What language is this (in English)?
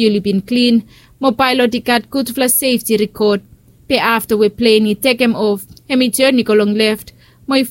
Bislama